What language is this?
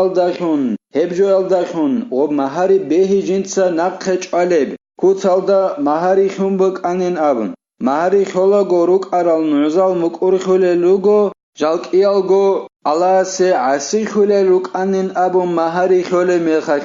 Avaric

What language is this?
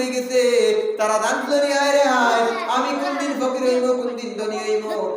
Sylheti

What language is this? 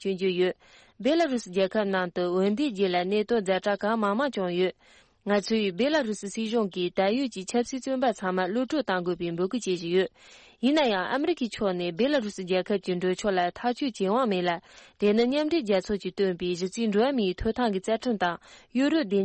Tibetan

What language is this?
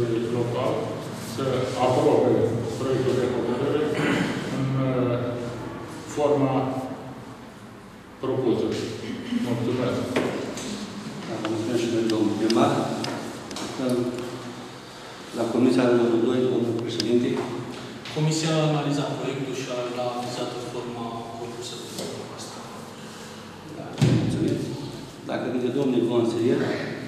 Romanian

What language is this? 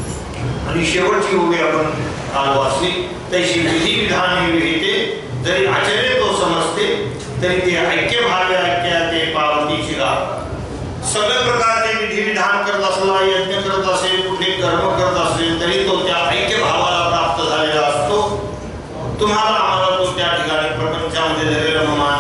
Marathi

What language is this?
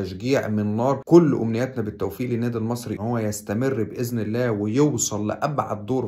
Egyptian Arabic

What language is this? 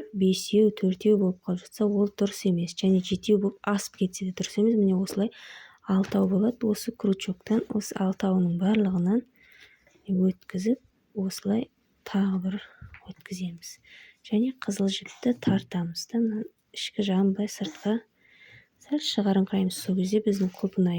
Kazakh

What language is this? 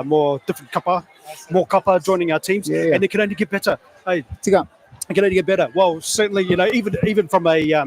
Māori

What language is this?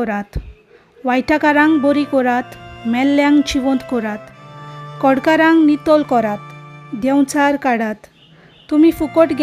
Konkani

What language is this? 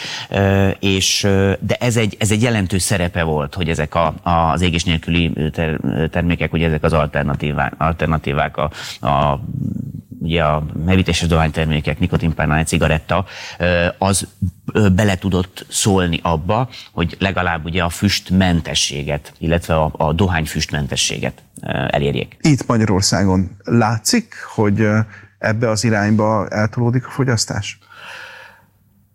Hungarian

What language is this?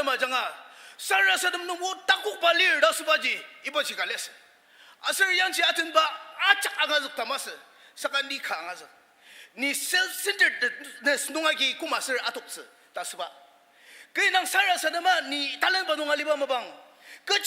Ao Naga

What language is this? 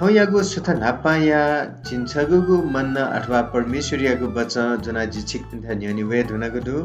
Newari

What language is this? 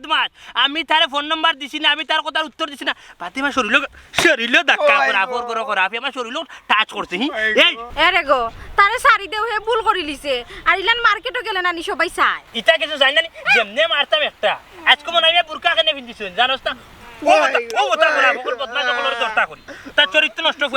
Sylheti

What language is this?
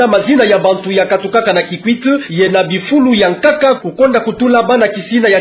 Kituba (Democratic Republic of Congo)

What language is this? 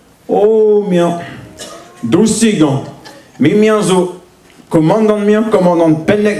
Breton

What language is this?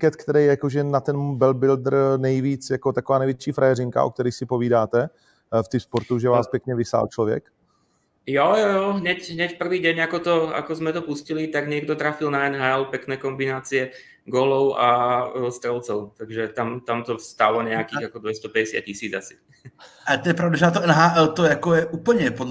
Czech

